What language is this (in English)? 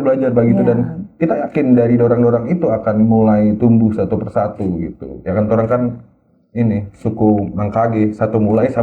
Manado Malay